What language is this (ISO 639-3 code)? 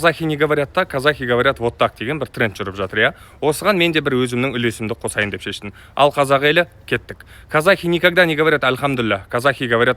kaz